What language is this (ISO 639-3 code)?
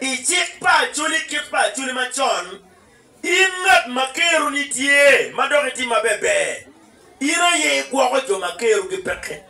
ach